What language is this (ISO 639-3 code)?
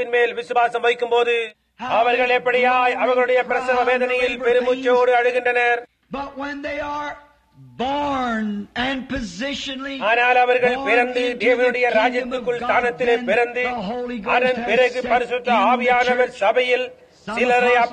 tam